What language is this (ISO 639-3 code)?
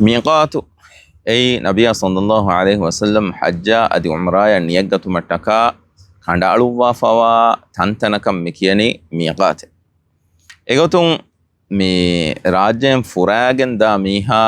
div